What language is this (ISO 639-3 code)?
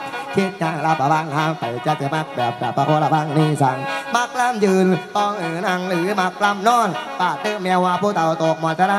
tts